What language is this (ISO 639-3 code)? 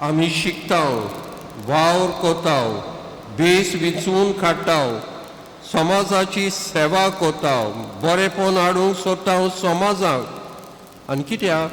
kok